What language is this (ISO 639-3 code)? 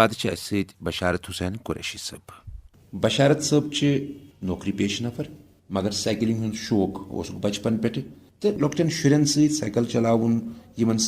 kas